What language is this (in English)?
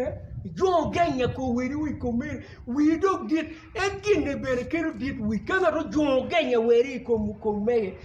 Acoli